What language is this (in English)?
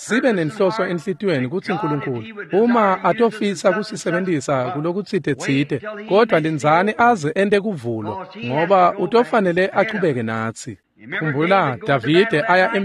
Swati